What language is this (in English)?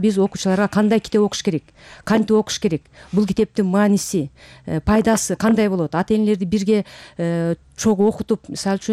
Kyrgyz